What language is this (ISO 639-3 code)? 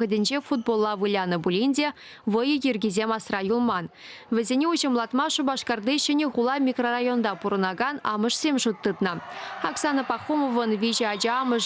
chv